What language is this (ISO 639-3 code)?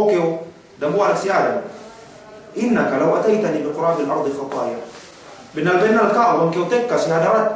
yka